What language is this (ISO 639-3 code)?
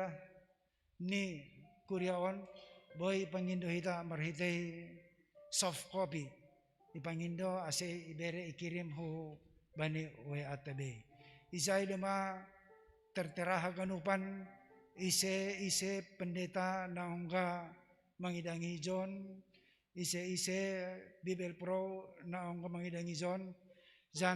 bts